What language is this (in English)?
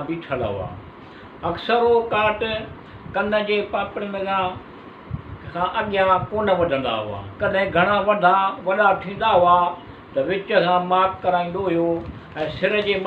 Sindhi